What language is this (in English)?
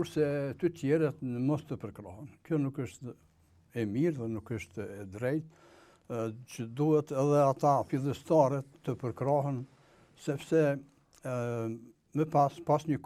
Albanian